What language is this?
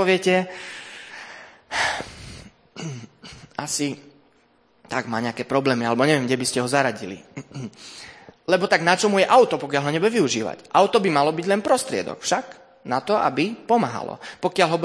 Slovak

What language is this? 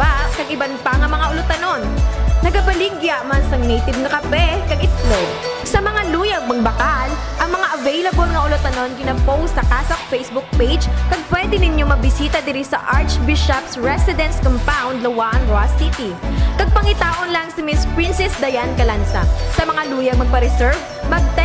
Hiligaynon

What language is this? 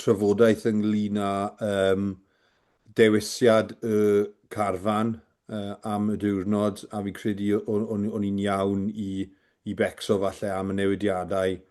Welsh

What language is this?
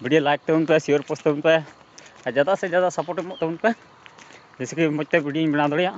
Santali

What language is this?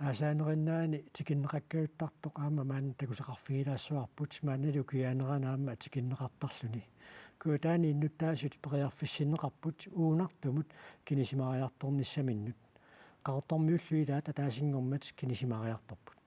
Kalaallisut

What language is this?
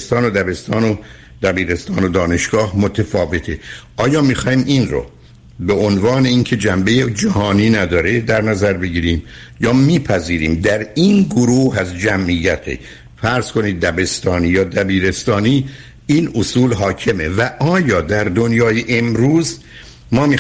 Persian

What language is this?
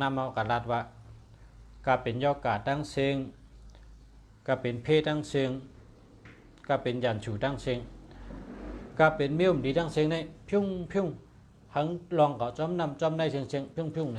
Shan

